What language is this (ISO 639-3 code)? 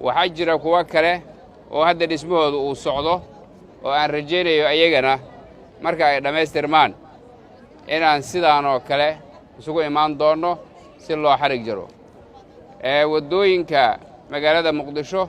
som